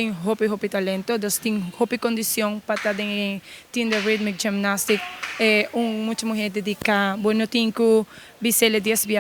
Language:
Papiamento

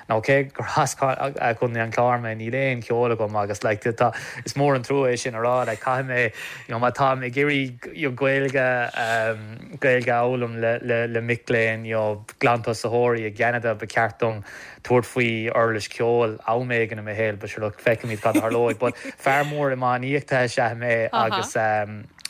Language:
Irish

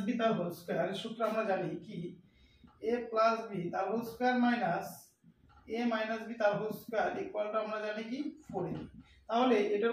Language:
Bangla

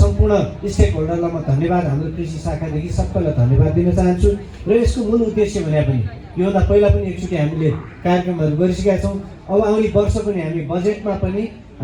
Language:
Nepali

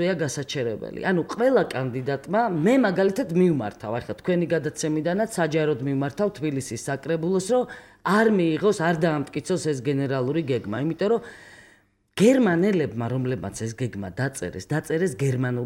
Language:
Georgian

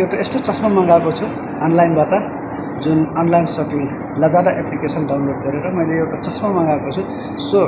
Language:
Nepali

